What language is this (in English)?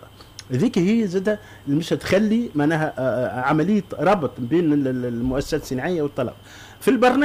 Tunisian Arabic